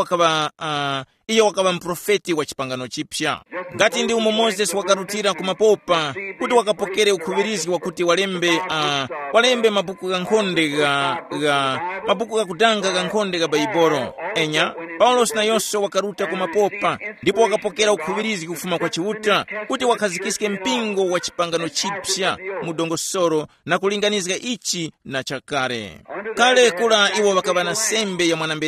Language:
Tumbuka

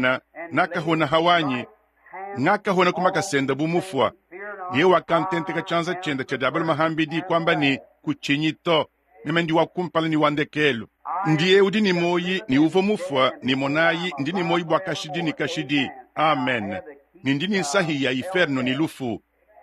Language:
Luba-Lulua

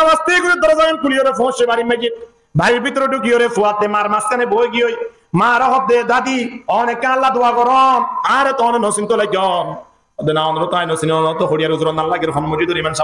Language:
Rohingya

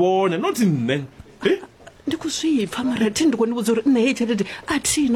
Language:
Venda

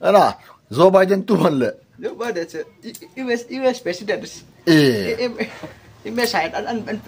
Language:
Hmar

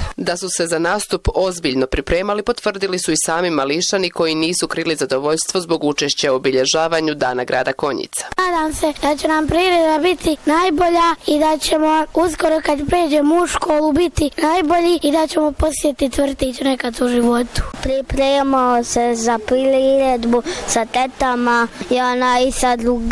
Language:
Bosnian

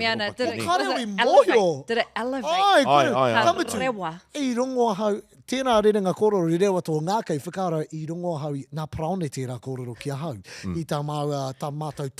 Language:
Māori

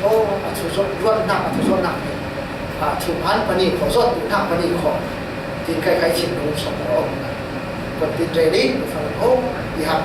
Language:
Falam Chin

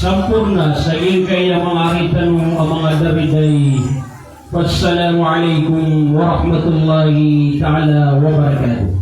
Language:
Maranao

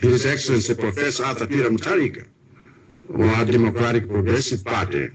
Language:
Nyanja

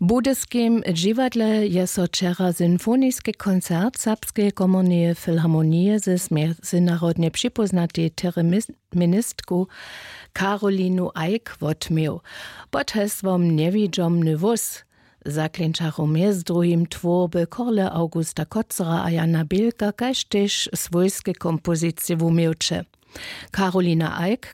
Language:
Upper Sorbian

